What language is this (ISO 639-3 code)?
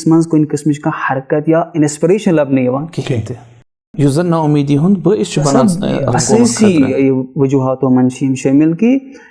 kas